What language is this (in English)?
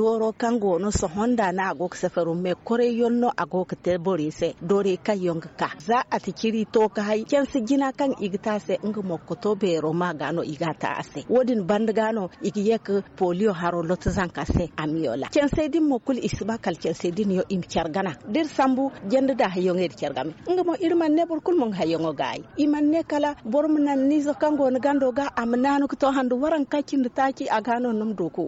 Zarma